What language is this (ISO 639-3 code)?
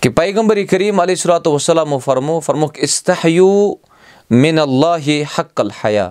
kas